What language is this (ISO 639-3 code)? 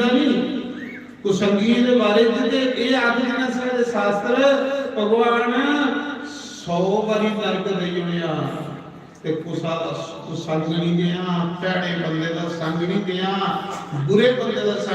doi